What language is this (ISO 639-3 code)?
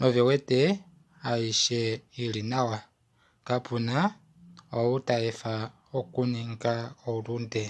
kua